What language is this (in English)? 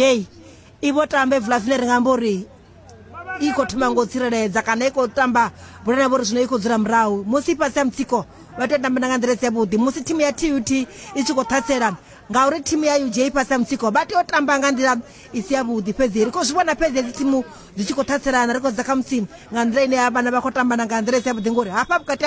Venda